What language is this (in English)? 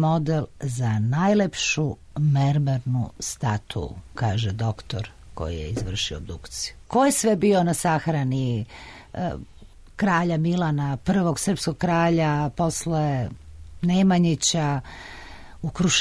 Serbian